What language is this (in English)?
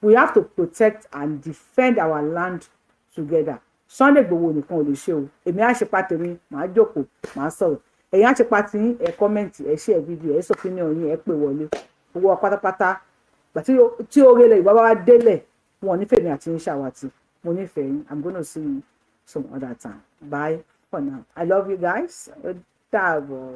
Yoruba